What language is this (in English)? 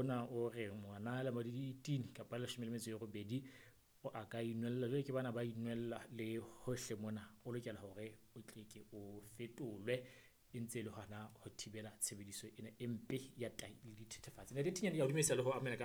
Southern Sotho